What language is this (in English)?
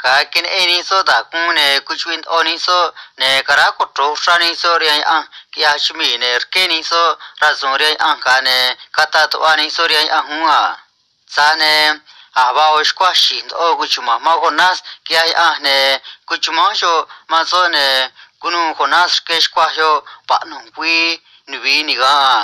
Copala Triqui